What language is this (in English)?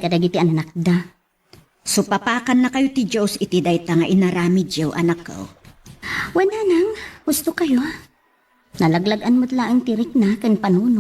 Iloko